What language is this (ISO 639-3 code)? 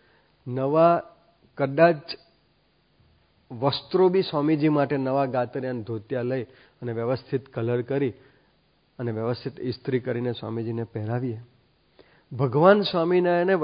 guj